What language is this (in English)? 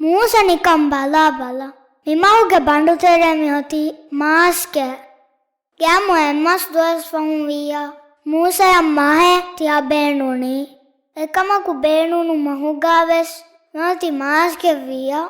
Divehi